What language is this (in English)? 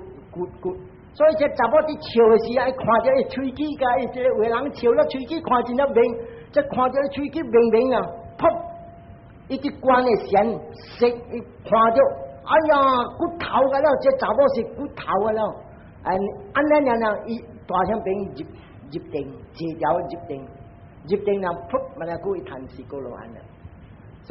Min Nan Chinese